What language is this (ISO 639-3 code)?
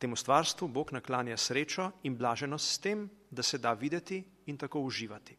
slv